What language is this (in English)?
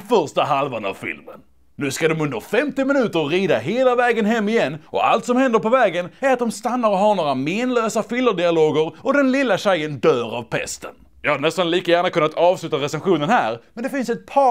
Swedish